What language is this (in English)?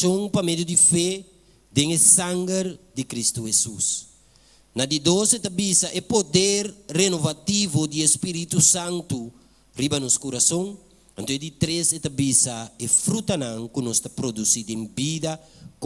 Papiamento